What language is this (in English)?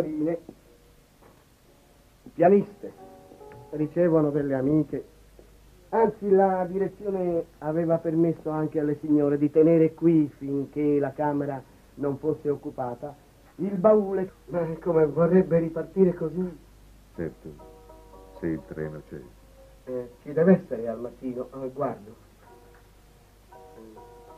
Italian